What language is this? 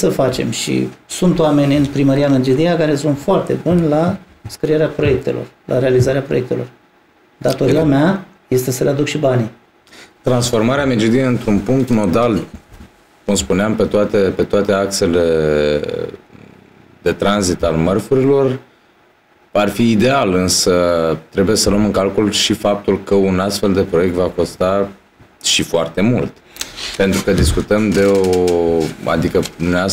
Romanian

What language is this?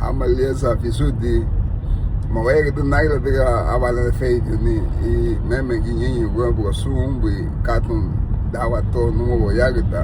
Garifuna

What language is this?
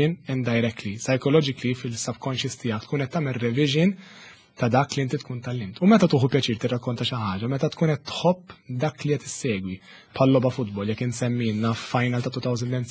Maltese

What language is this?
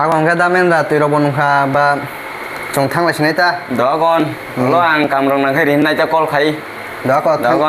Kok Borok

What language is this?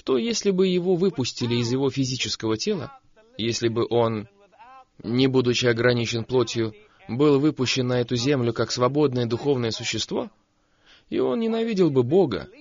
Russian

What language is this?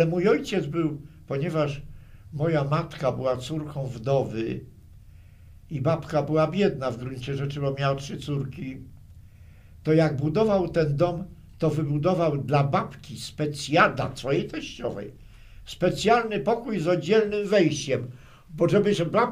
Polish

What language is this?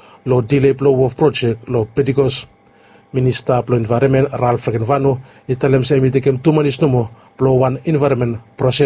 Bislama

